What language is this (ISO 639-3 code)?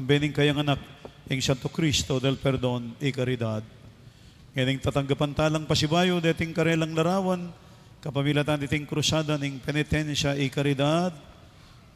pam